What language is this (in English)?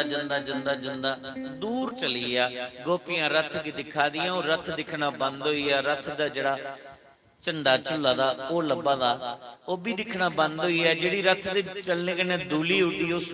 Dogri